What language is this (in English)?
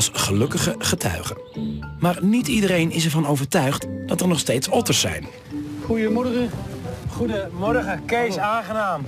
Dutch